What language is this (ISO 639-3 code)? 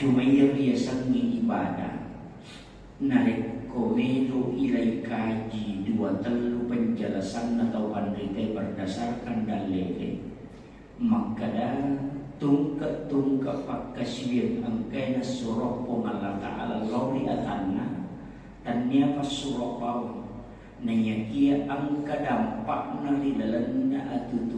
bug